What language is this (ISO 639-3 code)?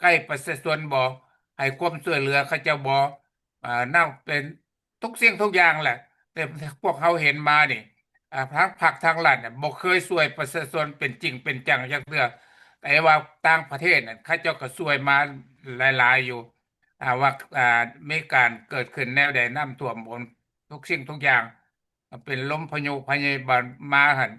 lao